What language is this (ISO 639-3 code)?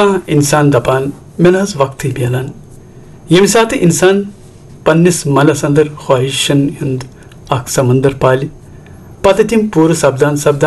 kas